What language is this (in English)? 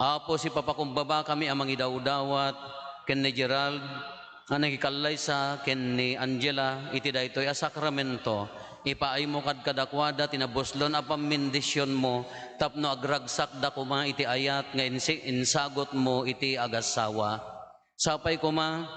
Iloko